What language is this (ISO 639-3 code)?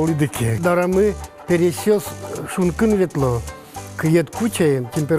udm